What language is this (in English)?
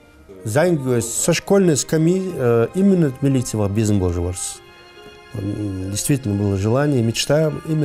Ingush